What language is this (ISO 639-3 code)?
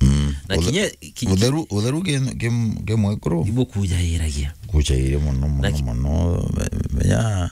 mer